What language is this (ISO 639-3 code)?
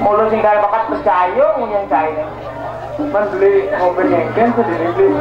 ban